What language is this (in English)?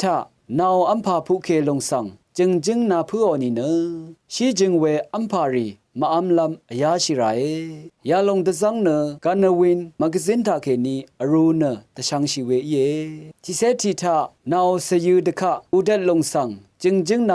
Rawang